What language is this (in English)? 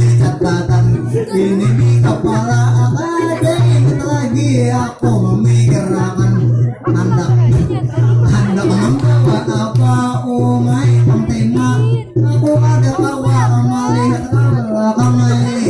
Banjar